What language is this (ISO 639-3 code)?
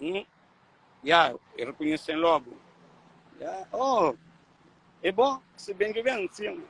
kea